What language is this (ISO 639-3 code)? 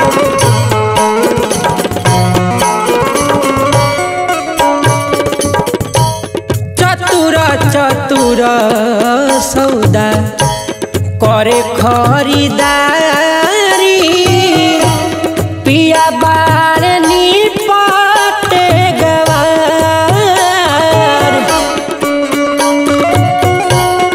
bho